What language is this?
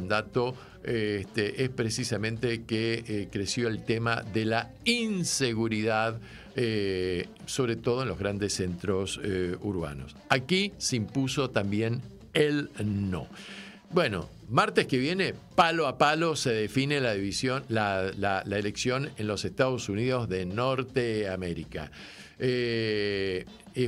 Spanish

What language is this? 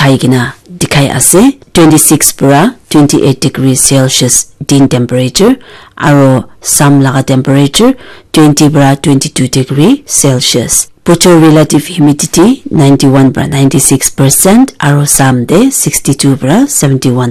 Naga Pidgin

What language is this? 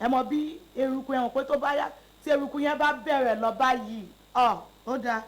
Yoruba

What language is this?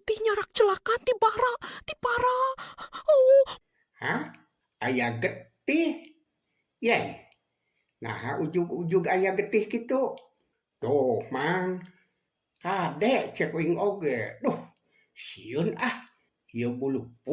Sundanese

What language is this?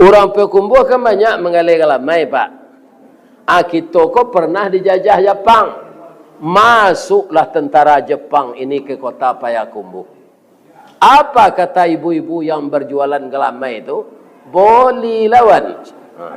Minangkabau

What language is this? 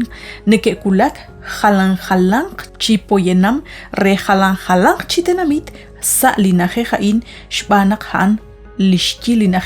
Kekchí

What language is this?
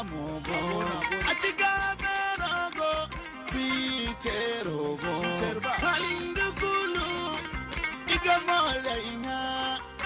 Zarma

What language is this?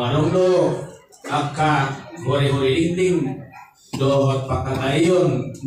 Batak Toba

